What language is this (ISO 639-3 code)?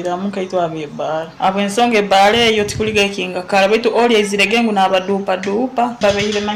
nyo